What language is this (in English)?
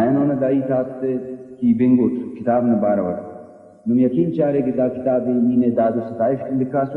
Brahui